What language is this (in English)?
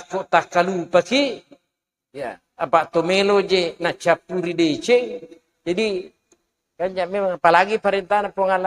Buginese